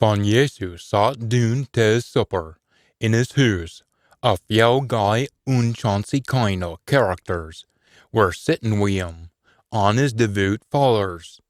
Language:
Scots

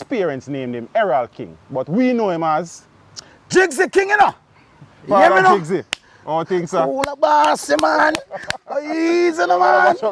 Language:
Jamaican Creole English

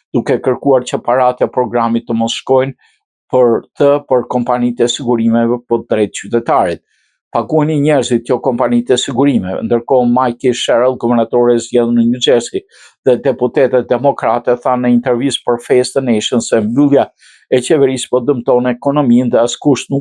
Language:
Albanian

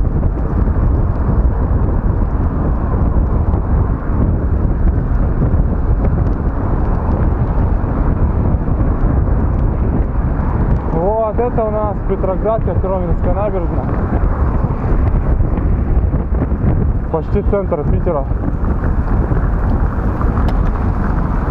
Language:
Russian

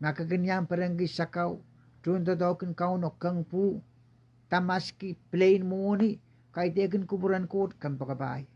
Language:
Pohnpeian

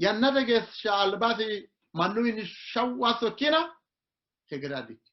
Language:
Sidamo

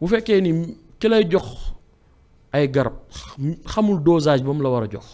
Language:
Wolof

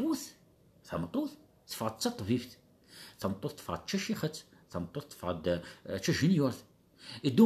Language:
Kabyle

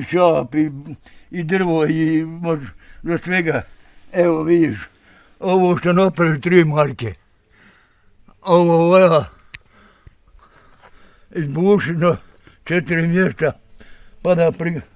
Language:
Bosnian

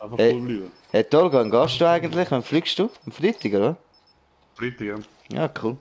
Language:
Swiss German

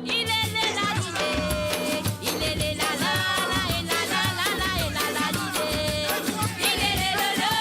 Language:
Morisyen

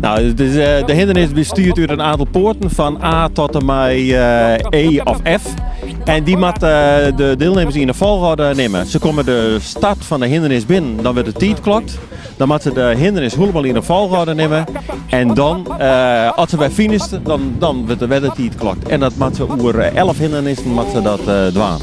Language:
Western Frisian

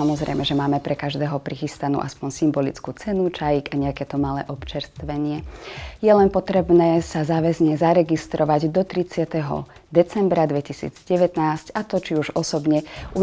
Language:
Slovak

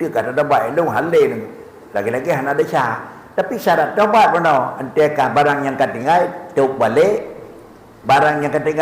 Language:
Achinese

